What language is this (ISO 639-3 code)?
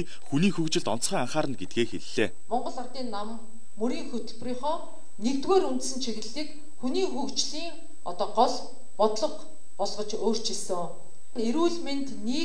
mon